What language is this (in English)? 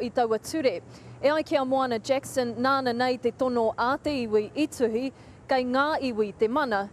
Māori